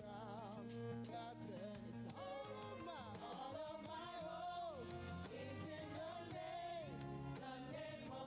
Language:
Ewe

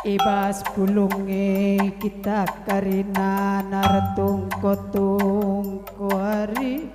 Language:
Batak Karo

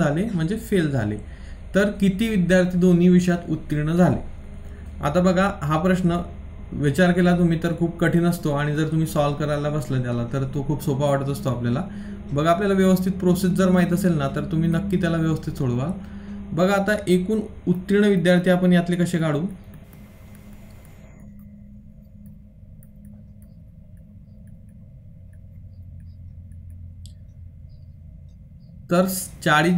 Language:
Marathi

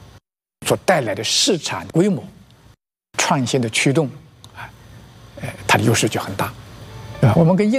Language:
Chinese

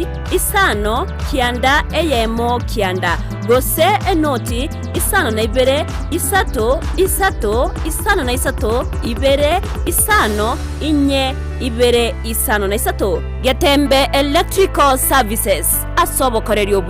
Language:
Gusii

